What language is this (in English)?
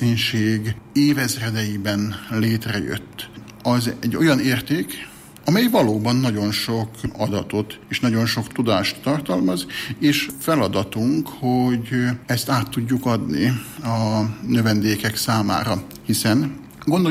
Hungarian